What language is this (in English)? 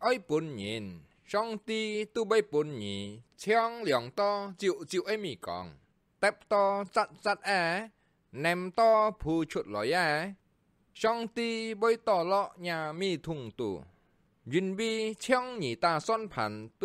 Hakka Chinese